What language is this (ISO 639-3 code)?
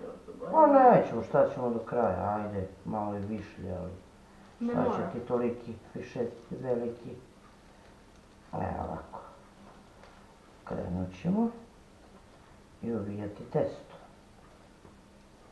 srp